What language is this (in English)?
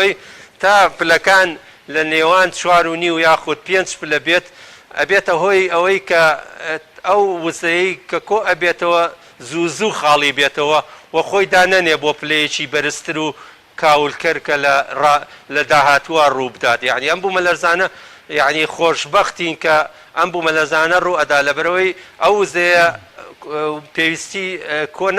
Central Kurdish